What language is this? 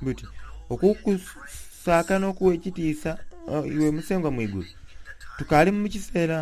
Soga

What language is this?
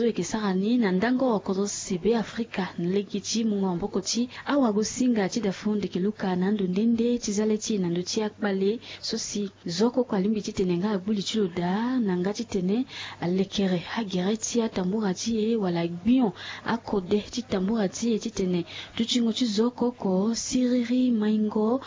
Sango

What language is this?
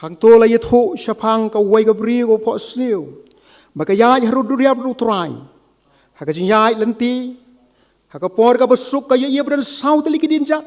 Khasi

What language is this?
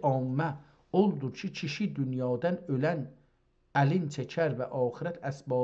South Azerbaijani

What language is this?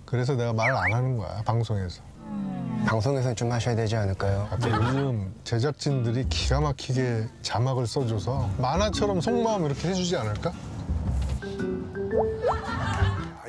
Korean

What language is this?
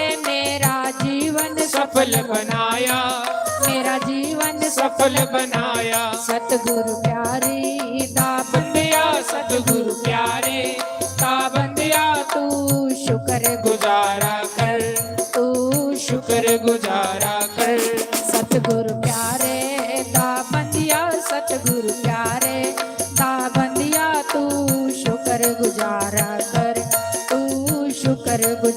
Dogri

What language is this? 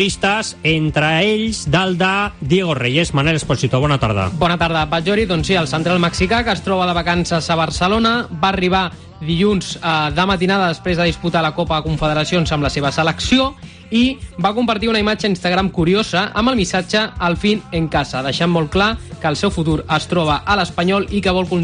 Catalan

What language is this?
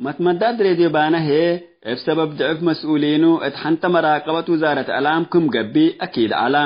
Tigre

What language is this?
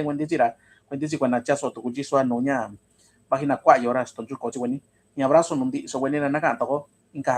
Mixtepec Mixtec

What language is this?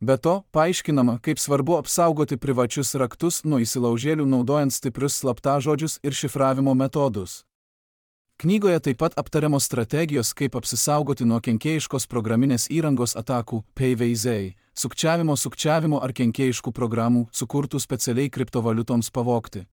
Lithuanian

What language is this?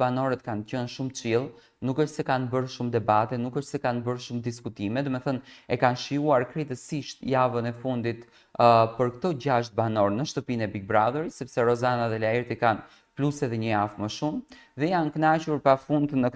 Albanian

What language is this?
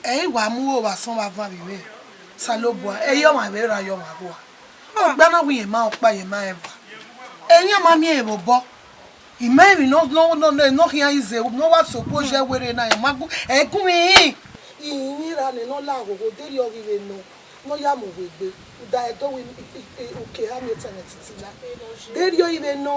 Bini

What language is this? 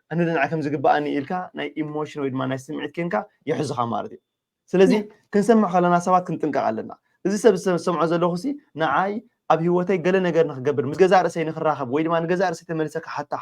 Tigrinya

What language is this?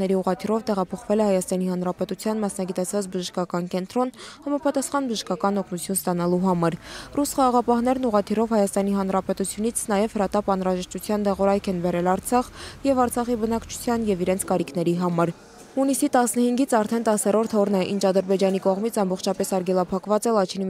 Armenian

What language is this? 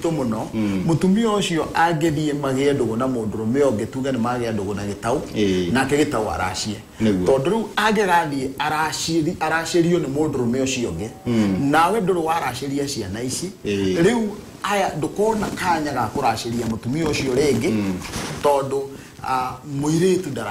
Kikuyu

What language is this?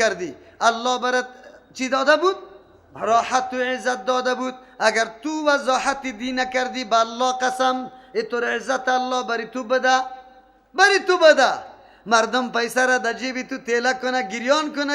Persian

